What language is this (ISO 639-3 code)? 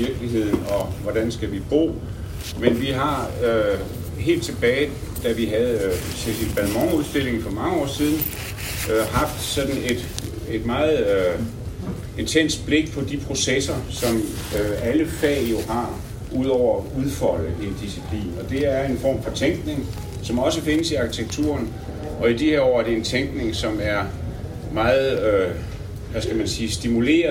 dan